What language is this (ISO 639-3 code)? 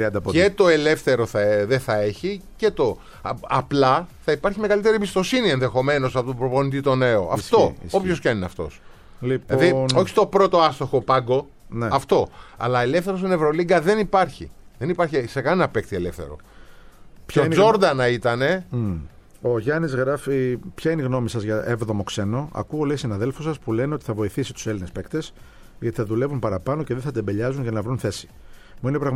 ell